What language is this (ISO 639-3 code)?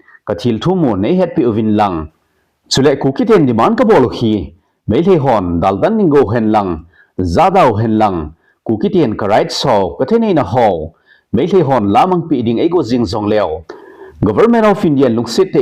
tcz